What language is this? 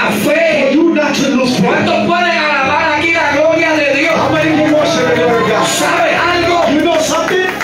Spanish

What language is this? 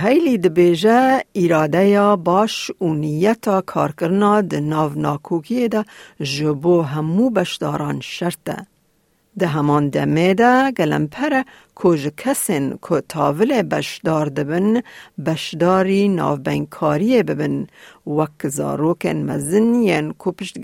Kurdish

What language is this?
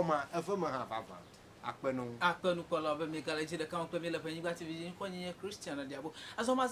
Ewe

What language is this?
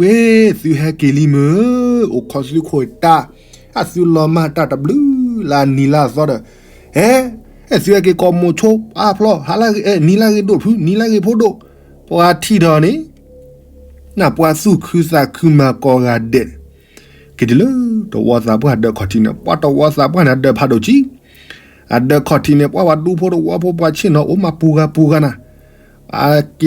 S'gaw Karen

